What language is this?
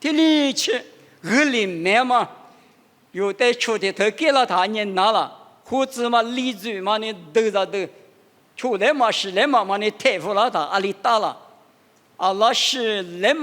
Lisu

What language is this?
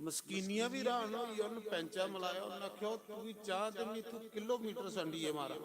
Dogri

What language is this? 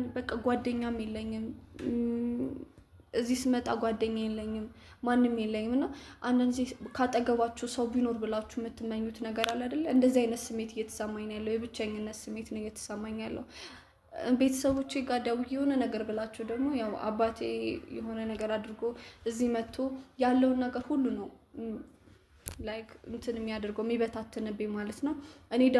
Amharic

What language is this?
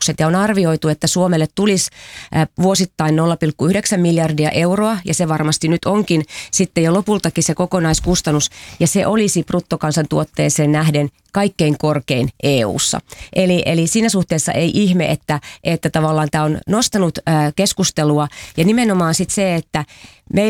Finnish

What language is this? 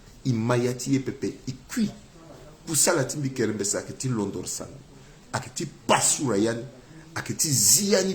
Sango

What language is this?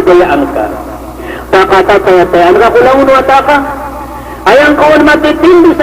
Maranao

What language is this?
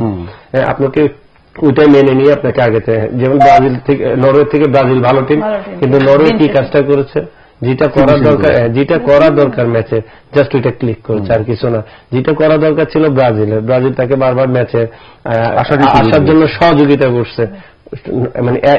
Bangla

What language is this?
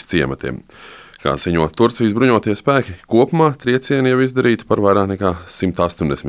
Latvian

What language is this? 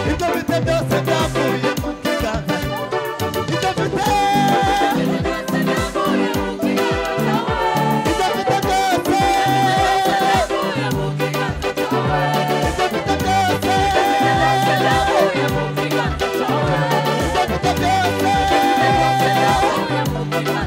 Kinyarwanda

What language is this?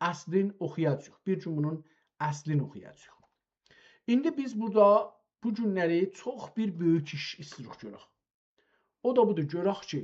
South Azerbaijani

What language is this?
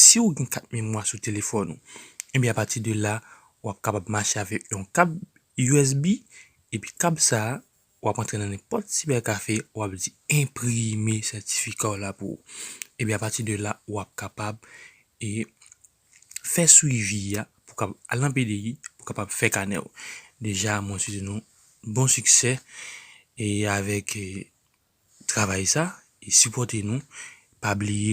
Haitian Creole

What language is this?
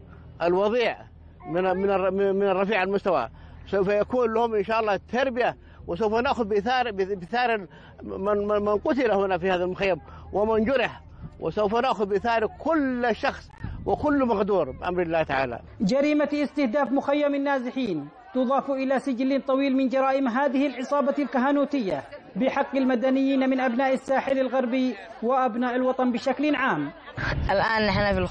Arabic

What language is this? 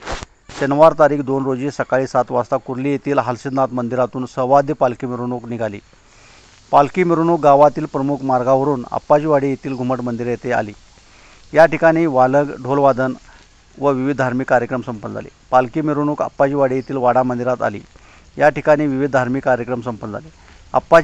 Marathi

